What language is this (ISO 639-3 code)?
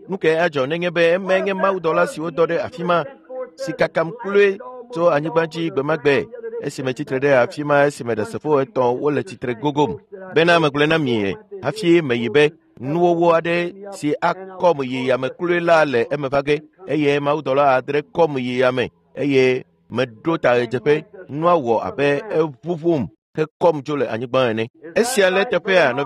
ewe